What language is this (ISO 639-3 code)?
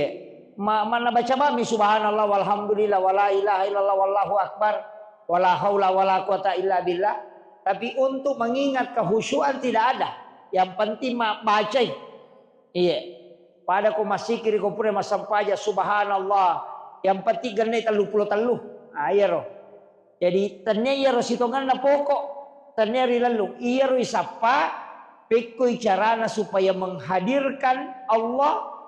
bug